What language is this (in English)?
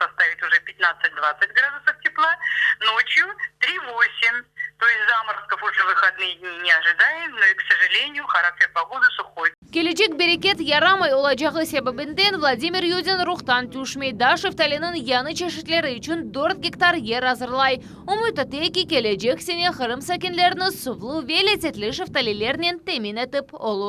Crimean Tatar